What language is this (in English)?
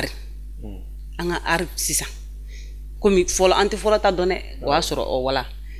Bambara